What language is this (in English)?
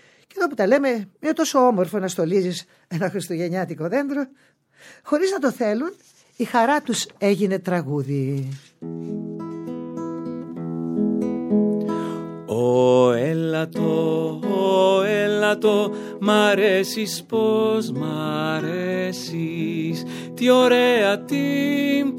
Greek